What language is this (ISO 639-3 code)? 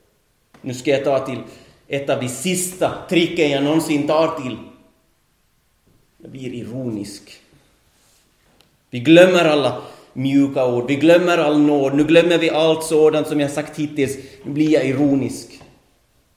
swe